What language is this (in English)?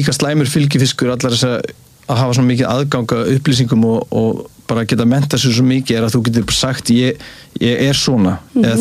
Icelandic